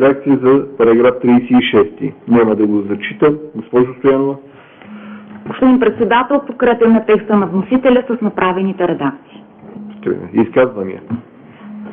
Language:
Bulgarian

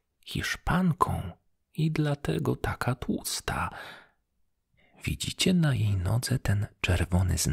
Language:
Polish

